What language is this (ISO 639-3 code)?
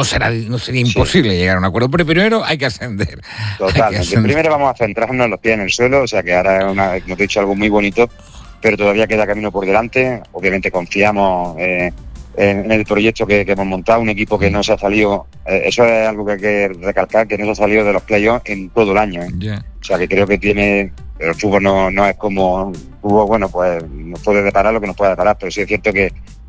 spa